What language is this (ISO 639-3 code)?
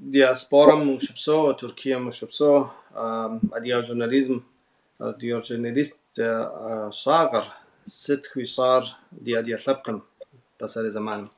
kbd